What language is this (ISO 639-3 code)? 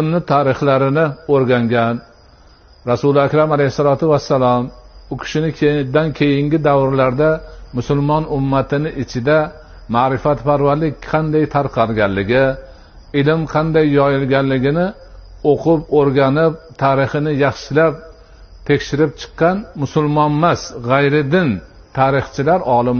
uzb